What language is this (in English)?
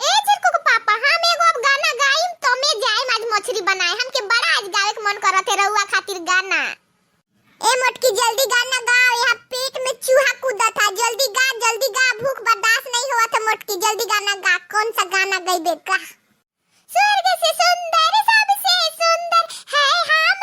Bhojpuri